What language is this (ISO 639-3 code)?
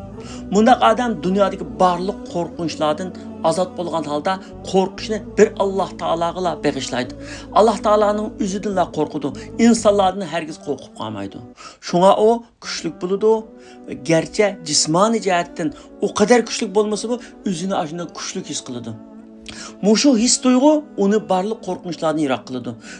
uig